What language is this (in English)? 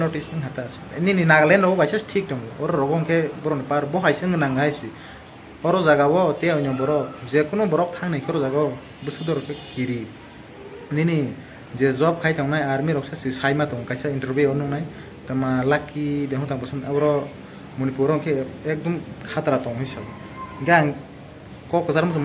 Kok Borok